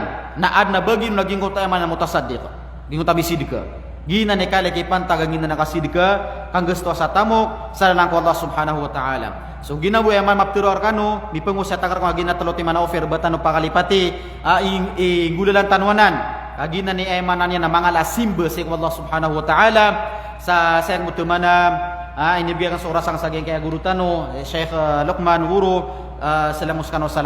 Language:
Maranao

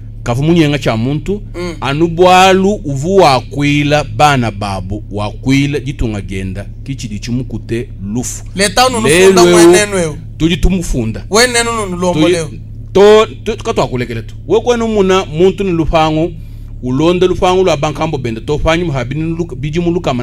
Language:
Luba-Lulua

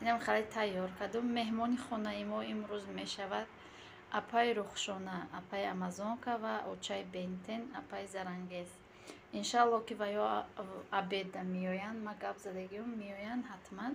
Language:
Tajik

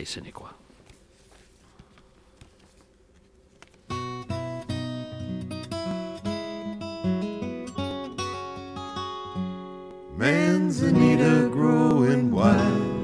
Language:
Basque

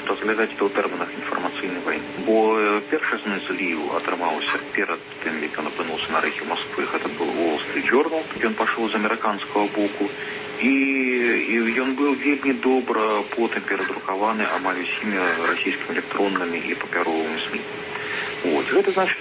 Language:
Belarusian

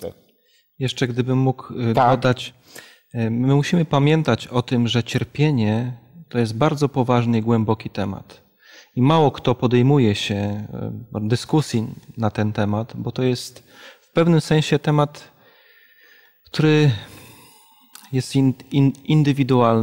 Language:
Polish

